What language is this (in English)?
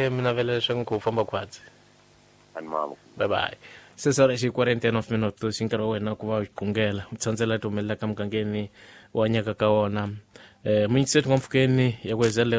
Tsonga